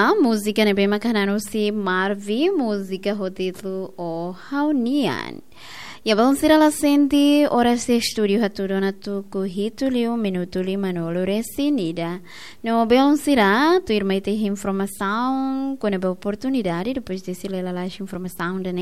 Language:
Tetum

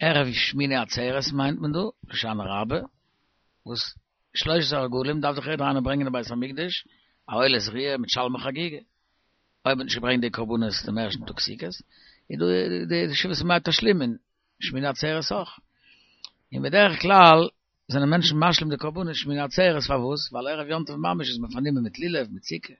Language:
Yiddish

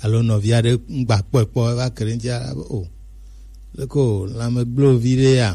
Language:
Gen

